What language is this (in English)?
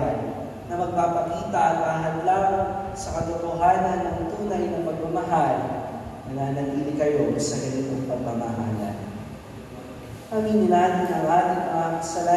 Filipino